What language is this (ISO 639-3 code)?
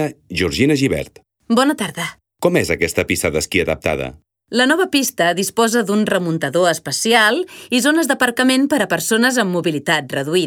cat